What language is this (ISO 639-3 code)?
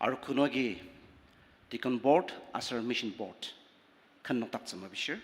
njo